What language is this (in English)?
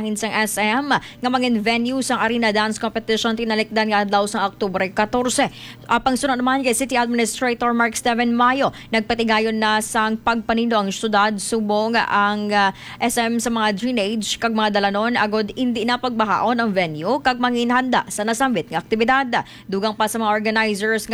Hiligaynon